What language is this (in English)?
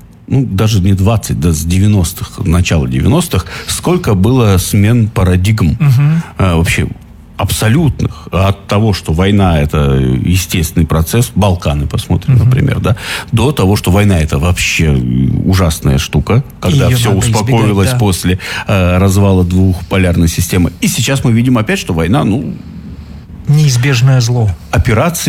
Russian